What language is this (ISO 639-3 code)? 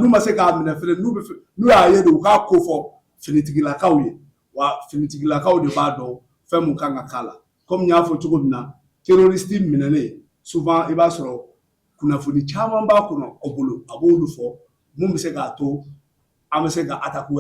bam